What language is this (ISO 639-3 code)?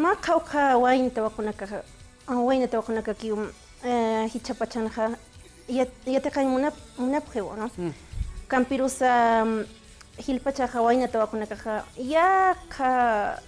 aym